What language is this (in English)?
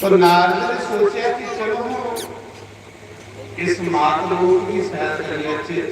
Dogri